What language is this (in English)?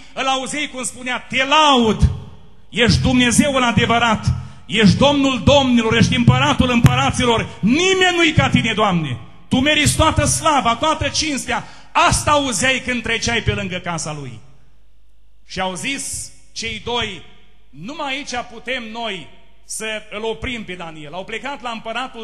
Romanian